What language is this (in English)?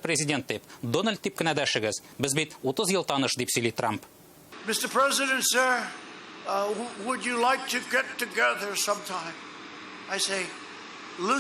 Tatar